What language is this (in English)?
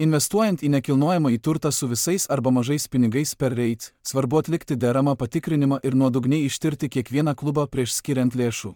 Lithuanian